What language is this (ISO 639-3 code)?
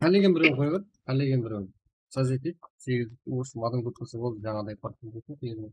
kaa